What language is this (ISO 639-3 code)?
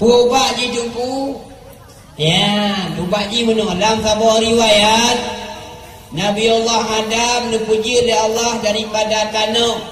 ace